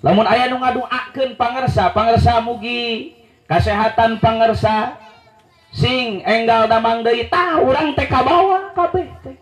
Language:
Sundanese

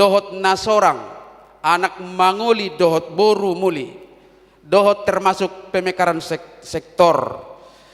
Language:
Batak Toba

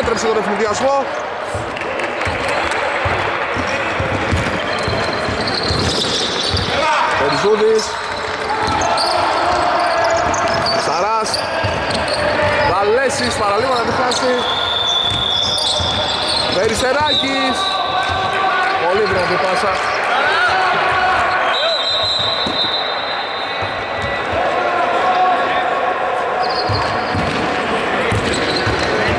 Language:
Greek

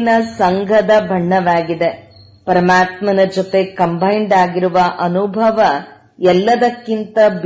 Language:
Kannada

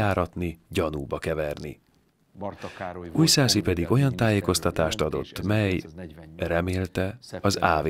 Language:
Hungarian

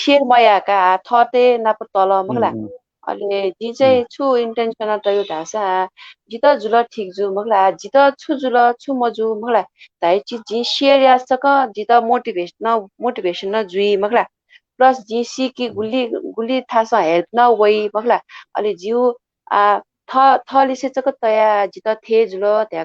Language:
Newari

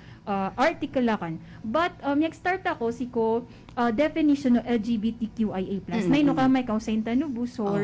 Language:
Maranao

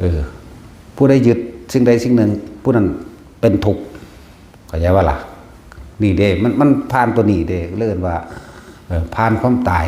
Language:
Northeastern Thai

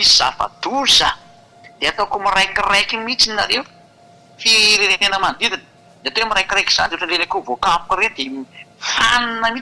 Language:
Malagasy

